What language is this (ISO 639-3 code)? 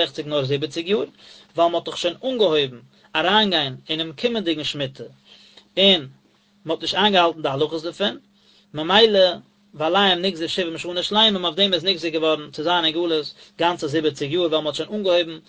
yid